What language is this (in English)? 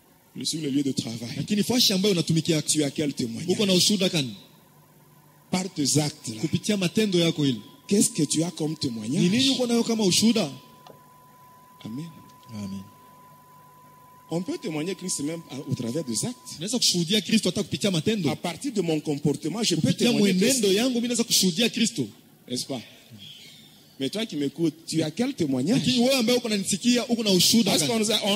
Swahili